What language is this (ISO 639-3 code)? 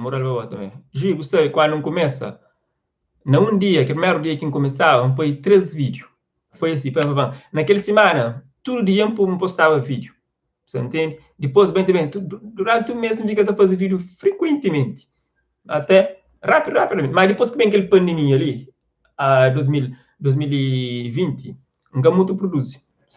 kea